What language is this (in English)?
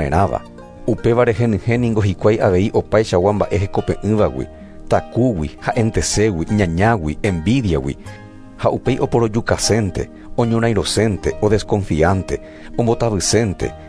Guarani